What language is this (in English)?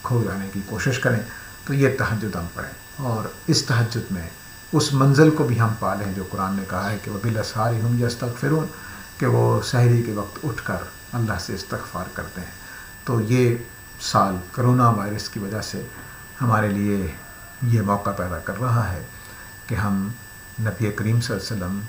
Urdu